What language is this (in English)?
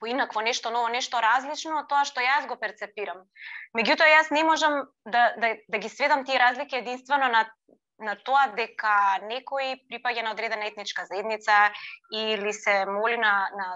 Macedonian